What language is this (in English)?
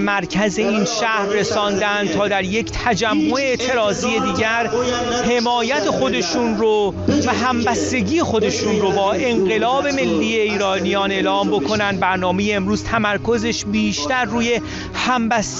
Persian